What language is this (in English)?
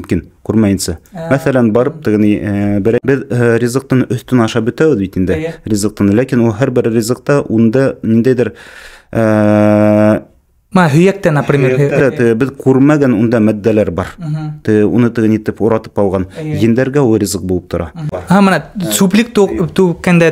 Bashkir